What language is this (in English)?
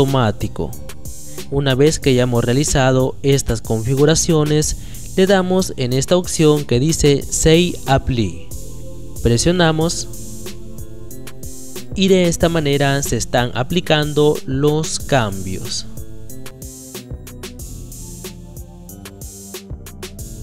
Spanish